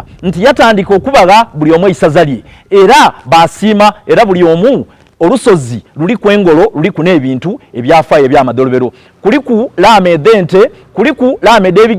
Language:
Soga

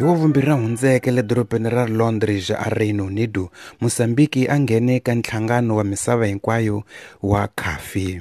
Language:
Tsonga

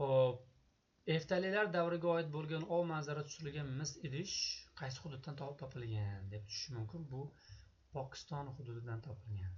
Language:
Uzbek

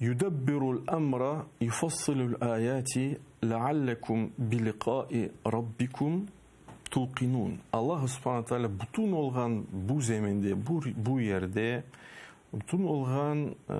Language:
Crimean Tatar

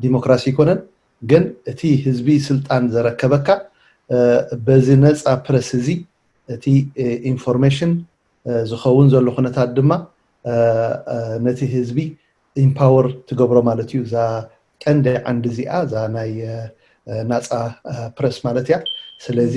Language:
Tigrinya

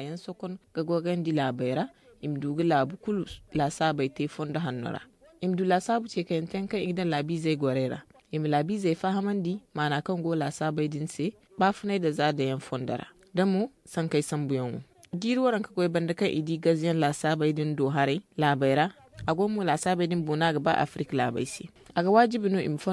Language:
Zarma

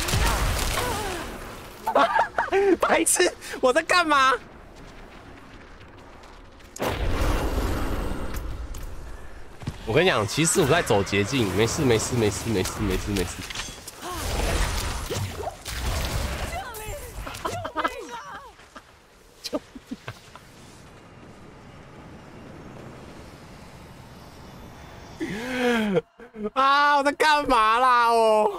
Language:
Chinese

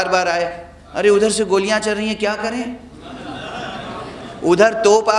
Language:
Urdu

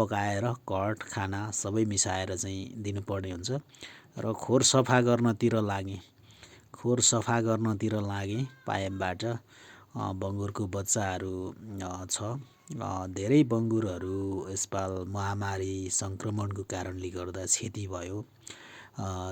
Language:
Nepali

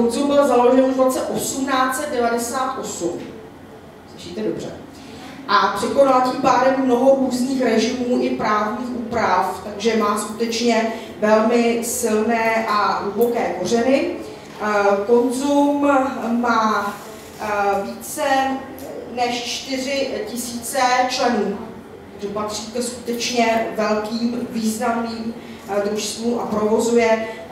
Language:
Czech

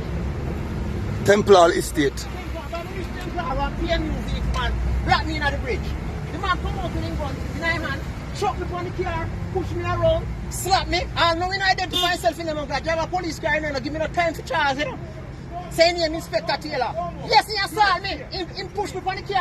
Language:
Jamaican Creole English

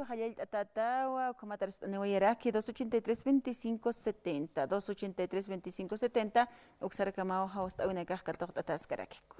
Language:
Aymara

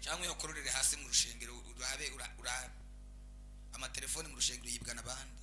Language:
Rundi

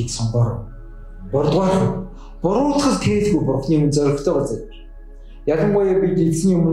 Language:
Mongolian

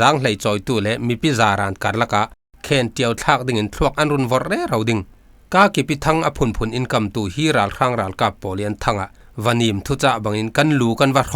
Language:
Falam Chin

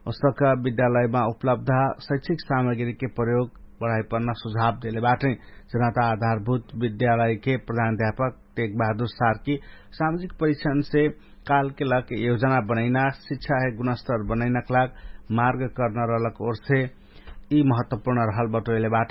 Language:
Dangaura Tharu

